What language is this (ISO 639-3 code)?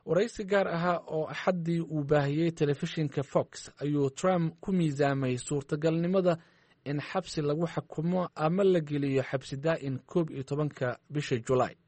som